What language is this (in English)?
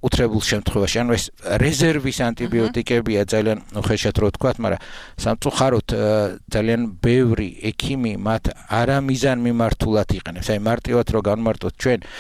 Georgian